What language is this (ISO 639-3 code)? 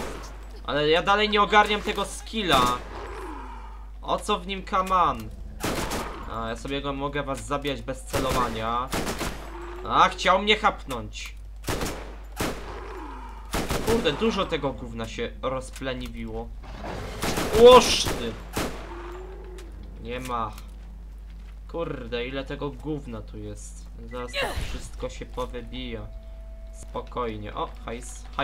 pol